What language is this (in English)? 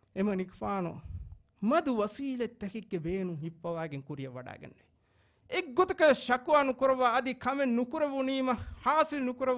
Divehi